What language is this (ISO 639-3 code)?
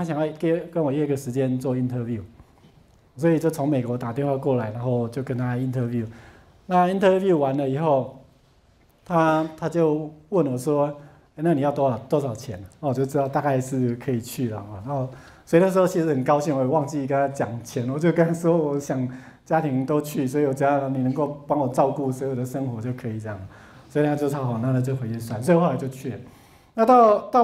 zho